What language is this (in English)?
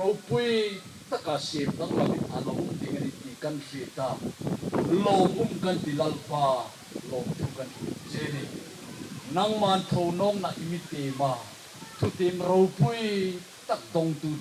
Hmar